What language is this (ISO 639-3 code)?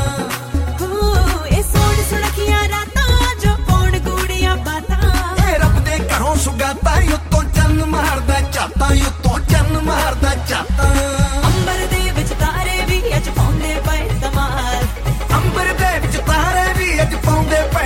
pan